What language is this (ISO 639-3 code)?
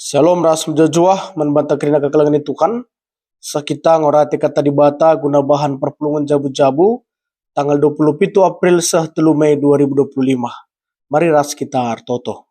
btx